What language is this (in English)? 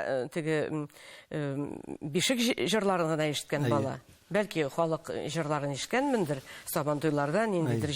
Tatar